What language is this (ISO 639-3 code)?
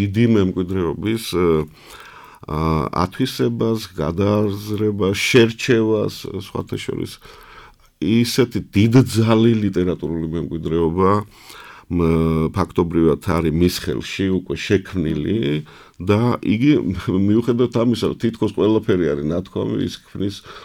kat